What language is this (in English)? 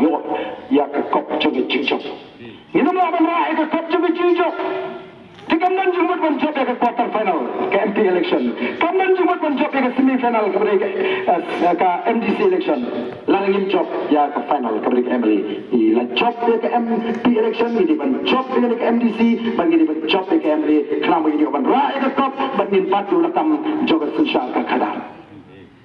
Khasi